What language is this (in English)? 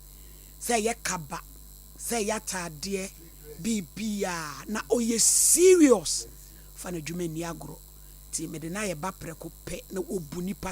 Akan